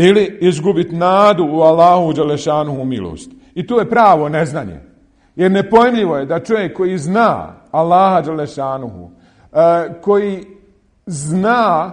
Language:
Bosnian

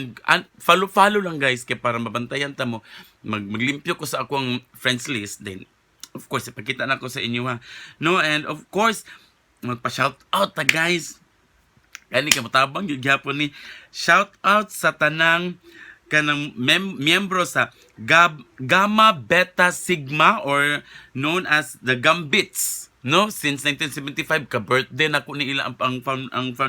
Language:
Cebuano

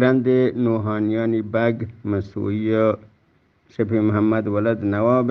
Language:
Eastern Balochi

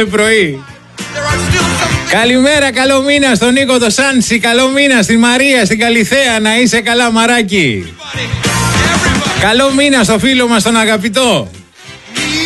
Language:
Greek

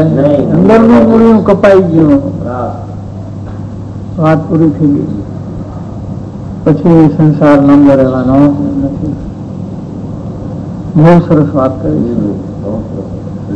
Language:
Gujarati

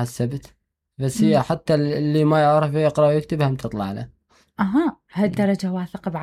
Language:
Mesopotamian Arabic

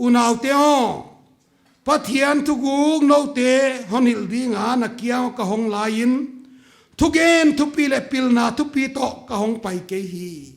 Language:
Paite Chin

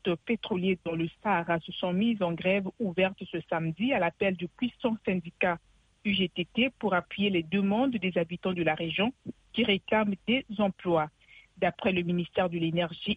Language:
French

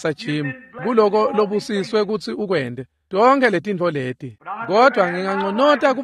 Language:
Swati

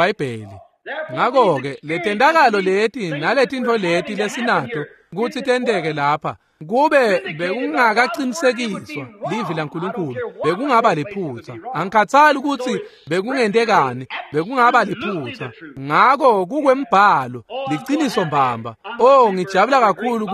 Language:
Swati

